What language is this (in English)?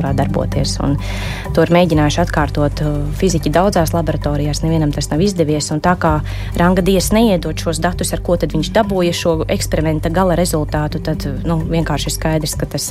Latvian